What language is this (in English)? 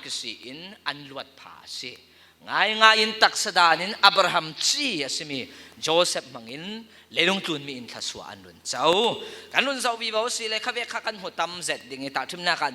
Falam Chin